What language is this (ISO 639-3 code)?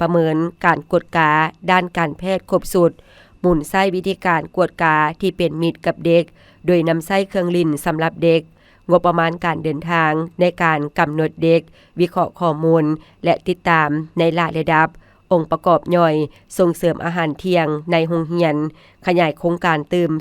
lao